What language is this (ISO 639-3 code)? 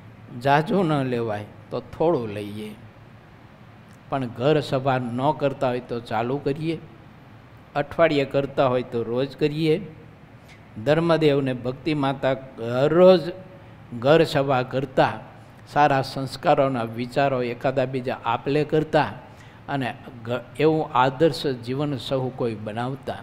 guj